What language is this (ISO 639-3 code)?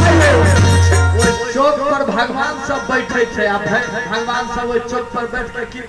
mai